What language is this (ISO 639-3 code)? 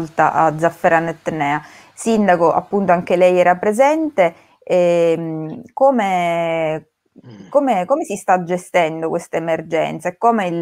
ita